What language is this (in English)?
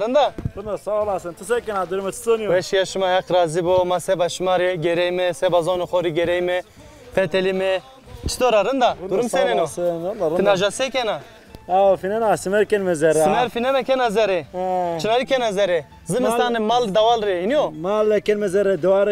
Zaza